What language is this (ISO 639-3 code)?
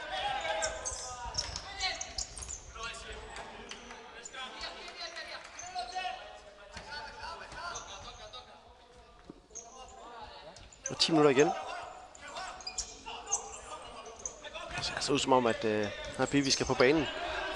dan